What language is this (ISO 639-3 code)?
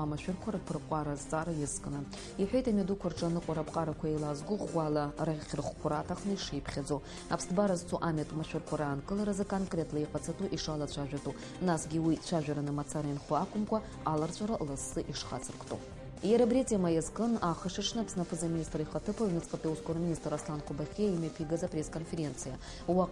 abk